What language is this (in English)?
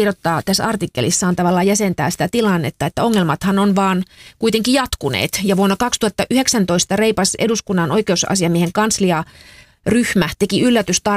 Finnish